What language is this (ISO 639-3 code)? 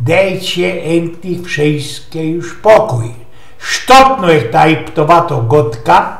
szl